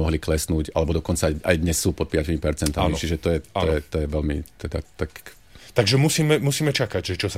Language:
Slovak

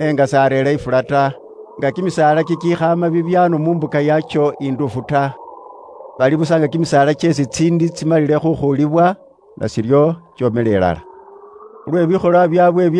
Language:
Luyia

